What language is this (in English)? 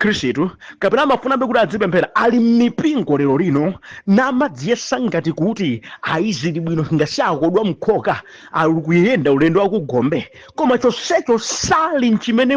Nyanja